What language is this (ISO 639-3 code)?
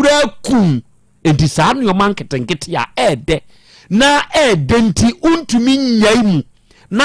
aka